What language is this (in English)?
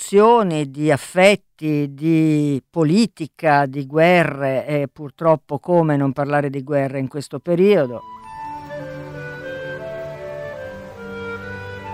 Italian